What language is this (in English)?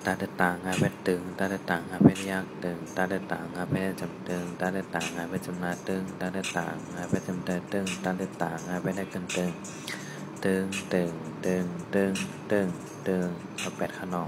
Shan